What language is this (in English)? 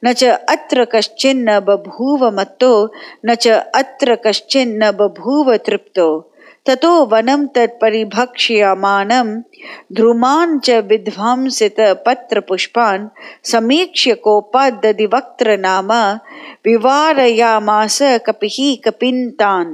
Sanskrit